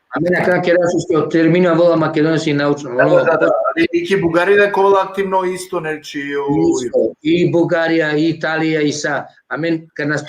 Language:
Balkan Romani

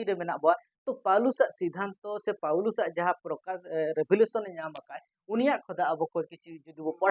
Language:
Santali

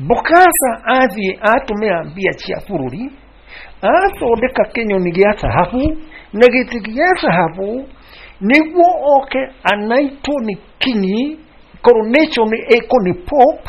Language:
Kikuyu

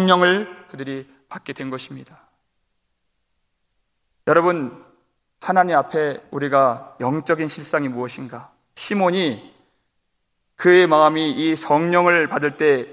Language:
Korean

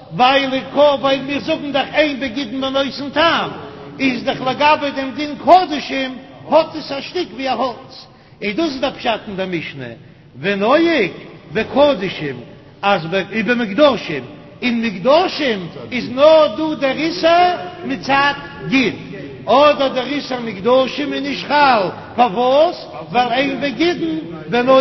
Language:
Yiddish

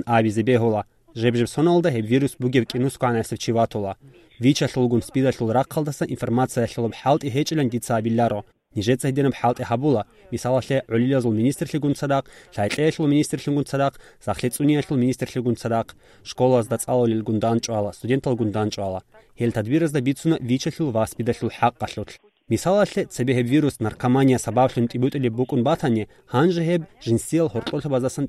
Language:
Avaric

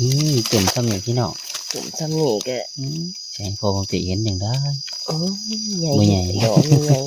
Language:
Northeastern Thai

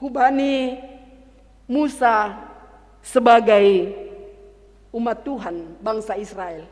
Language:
Batak Simalungun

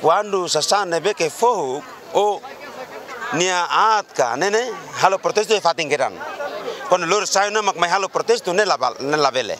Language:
Tetum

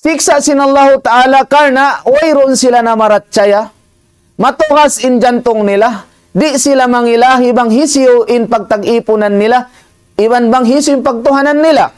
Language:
Tausug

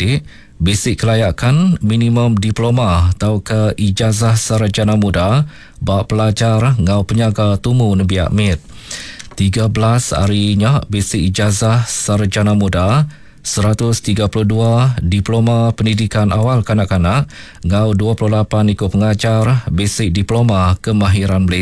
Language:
Iban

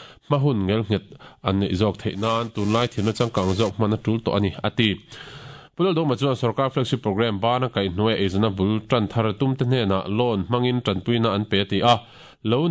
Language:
Mizo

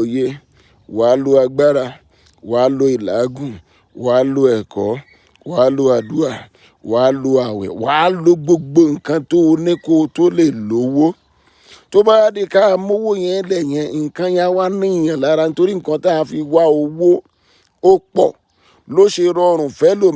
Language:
Yoruba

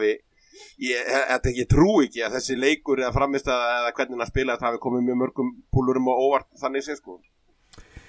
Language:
Icelandic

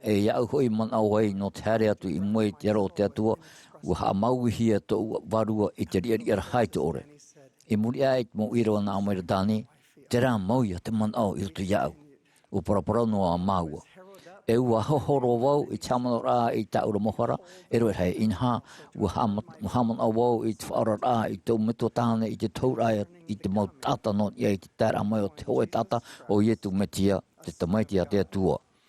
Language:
Tahitian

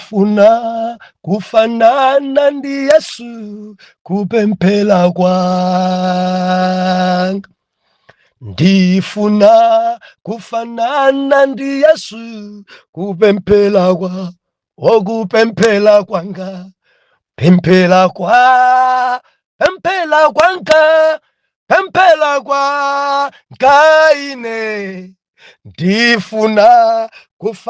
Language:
Nyanja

